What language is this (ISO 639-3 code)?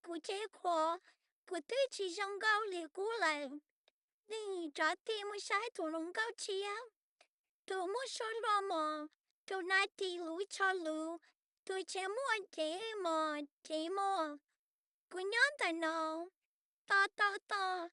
hmn